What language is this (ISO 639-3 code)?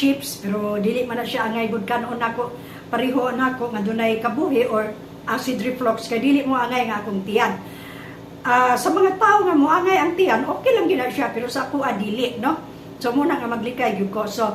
ceb